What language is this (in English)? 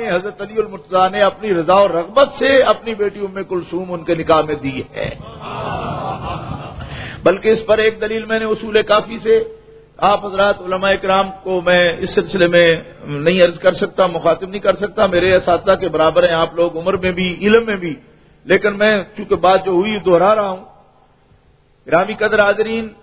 Urdu